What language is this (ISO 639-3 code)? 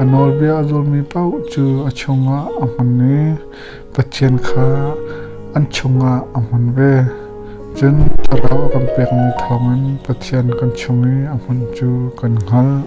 cnh